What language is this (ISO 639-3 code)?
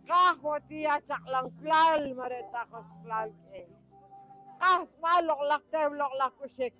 poh